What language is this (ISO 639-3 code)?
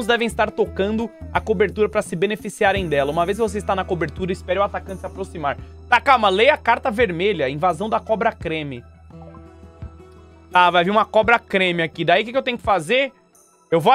por